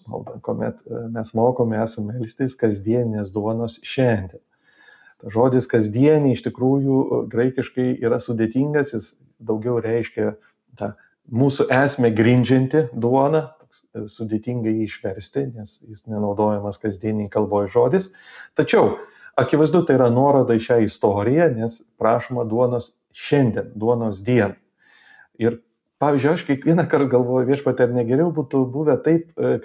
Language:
Lithuanian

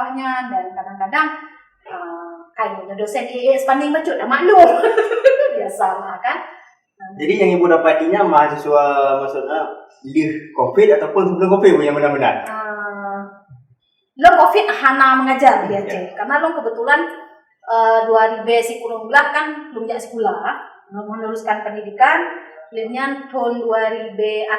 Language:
Achinese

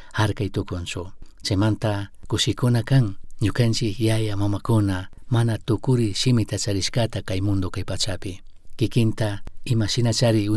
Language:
Chimborazo Highland Quichua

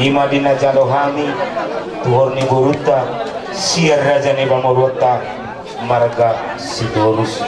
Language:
Batak Toba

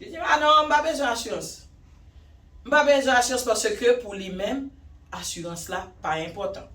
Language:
Haitian Creole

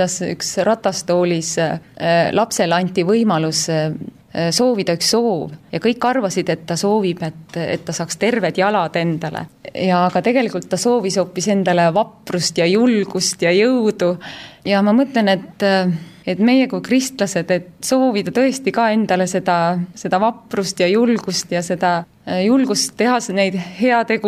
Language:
Estonian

